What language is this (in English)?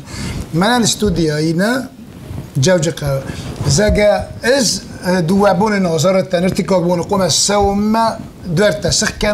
Ossetic